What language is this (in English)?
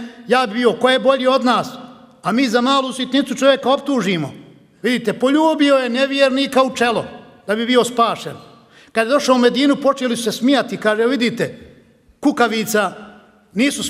Bosnian